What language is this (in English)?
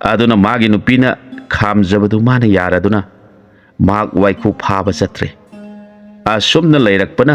Manipuri